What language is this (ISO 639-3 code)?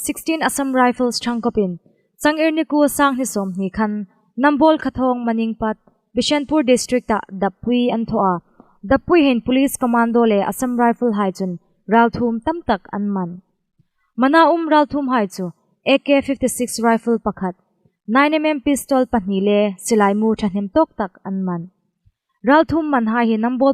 hmr